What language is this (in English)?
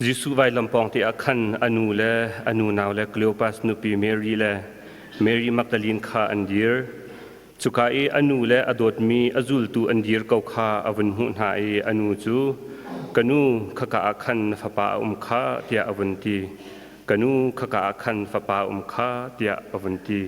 Hakha Chin